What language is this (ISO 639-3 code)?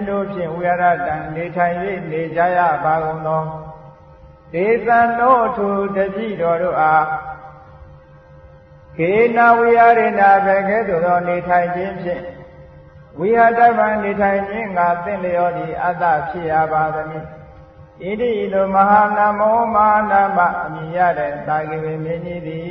mya